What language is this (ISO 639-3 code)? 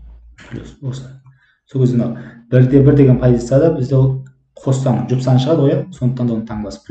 kaz